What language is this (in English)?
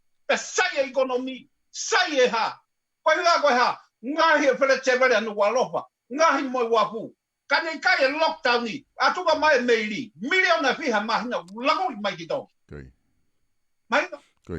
Tongan